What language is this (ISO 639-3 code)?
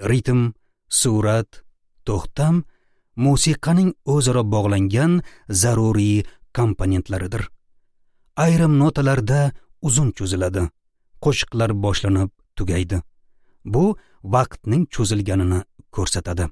uzb